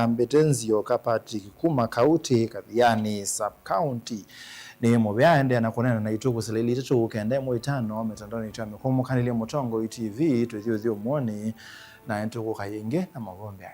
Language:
Kamba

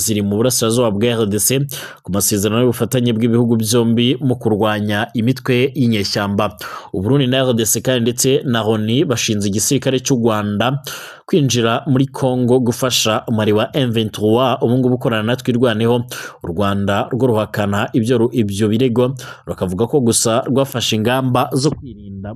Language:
Kinyarwanda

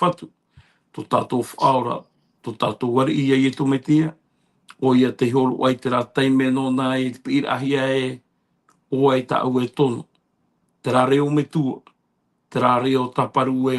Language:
Tahitian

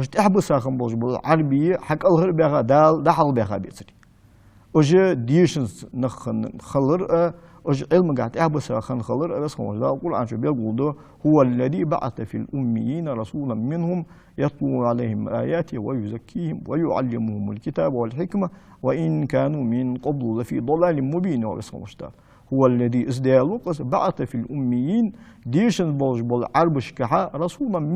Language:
Ingush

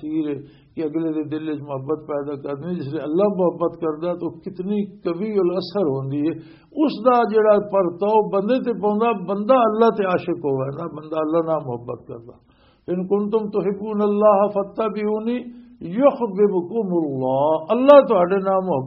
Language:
Western Panjabi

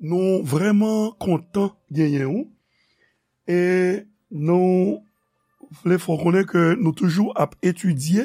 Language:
Haitian Creole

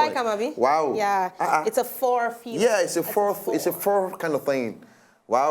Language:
Nigerian Pidgin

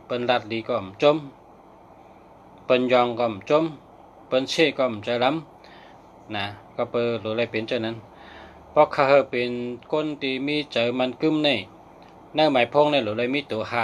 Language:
Shan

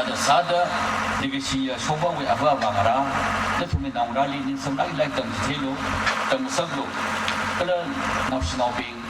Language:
Tangkhul Naga (India)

